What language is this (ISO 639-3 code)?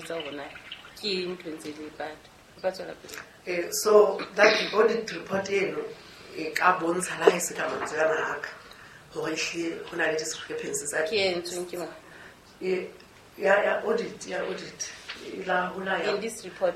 sot